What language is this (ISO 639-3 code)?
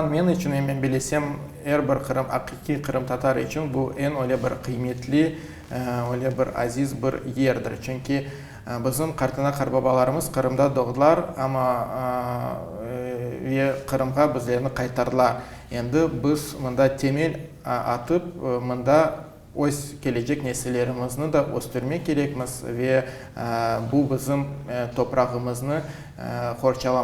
crh